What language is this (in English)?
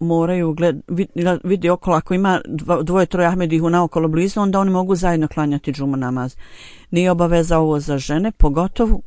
Bosnian